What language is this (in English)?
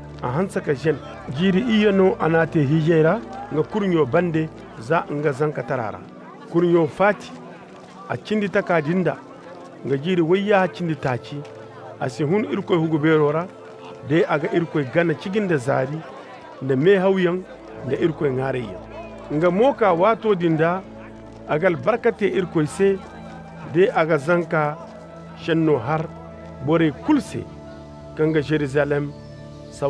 Koyraboro Senni